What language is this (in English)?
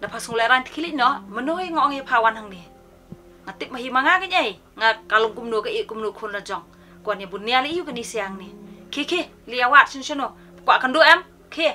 Khasi